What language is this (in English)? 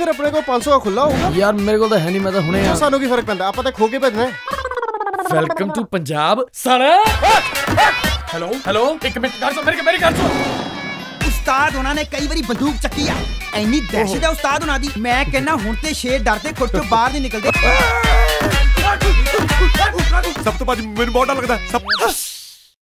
Punjabi